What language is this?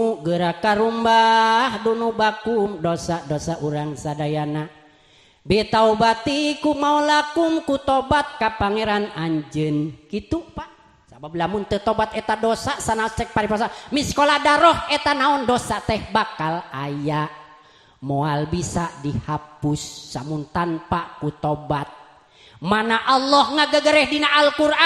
Sundanese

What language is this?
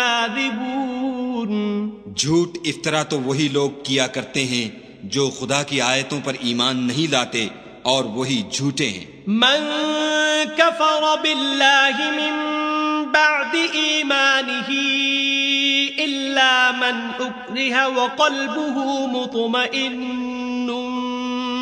Urdu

